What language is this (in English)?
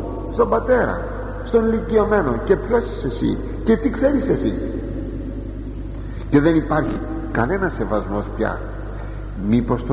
Greek